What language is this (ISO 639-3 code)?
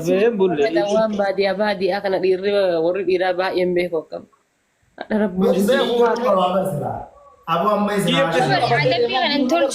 orm